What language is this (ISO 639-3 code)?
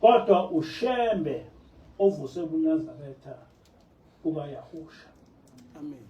zul